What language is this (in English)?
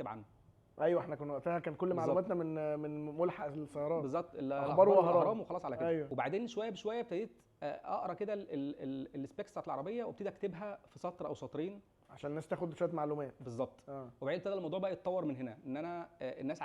Egyptian Arabic